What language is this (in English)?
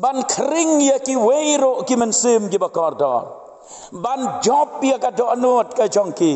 Khasi